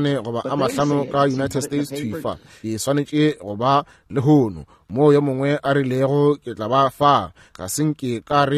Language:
Northern Sotho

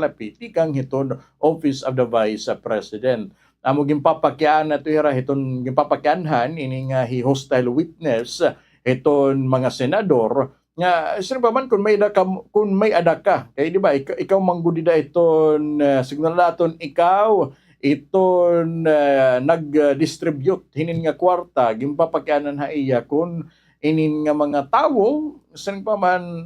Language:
Waray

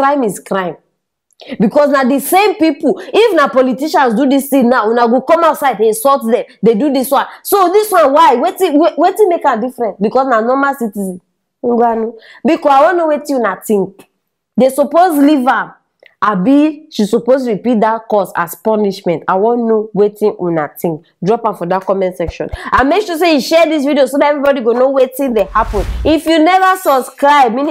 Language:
Nigerian Pidgin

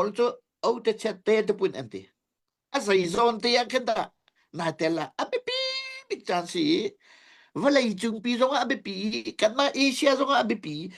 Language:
Hakha Chin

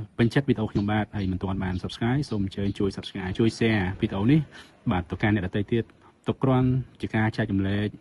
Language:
Khmer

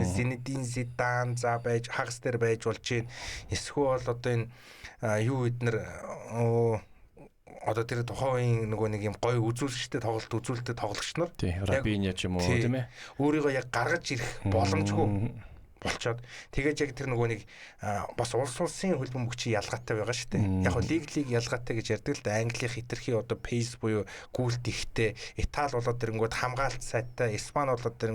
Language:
Mongolian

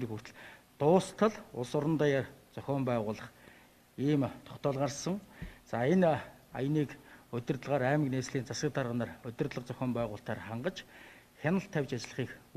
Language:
Mongolian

